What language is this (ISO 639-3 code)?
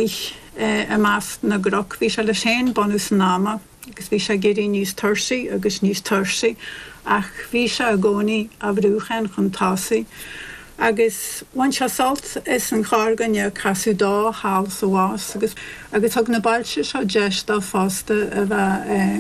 gle